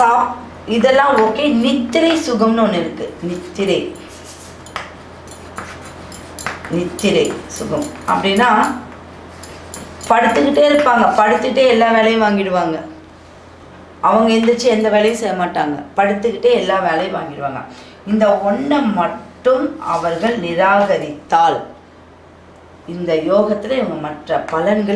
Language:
Tamil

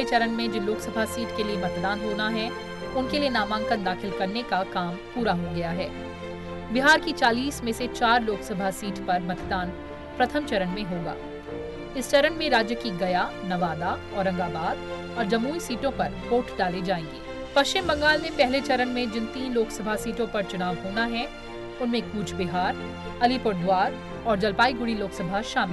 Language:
Hindi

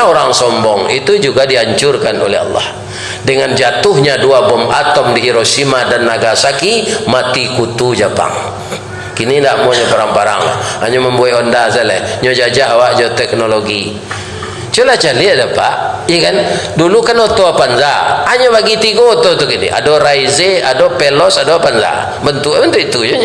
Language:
Minangkabau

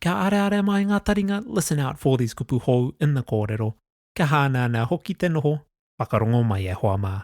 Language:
Māori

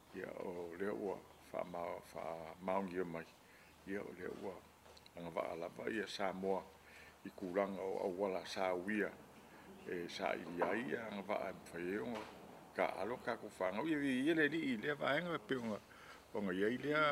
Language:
Samoan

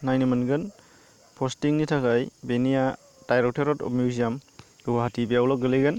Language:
Bodo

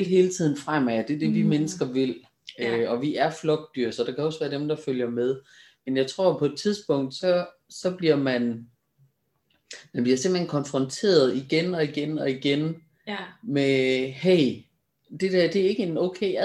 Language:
Danish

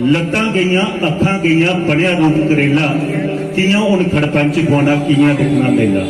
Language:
Dogri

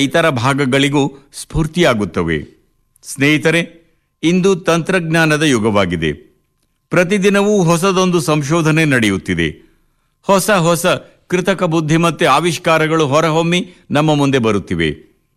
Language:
Kannada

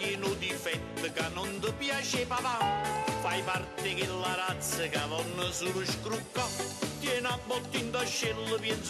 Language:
Neapolitan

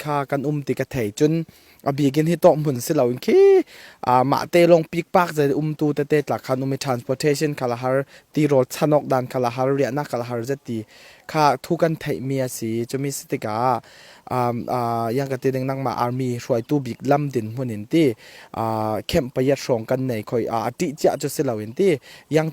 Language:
Falam Chin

